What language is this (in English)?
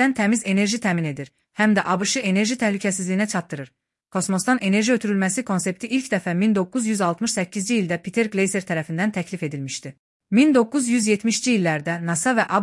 Azerbaijani